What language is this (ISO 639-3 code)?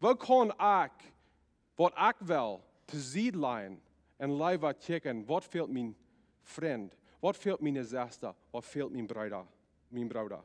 pdt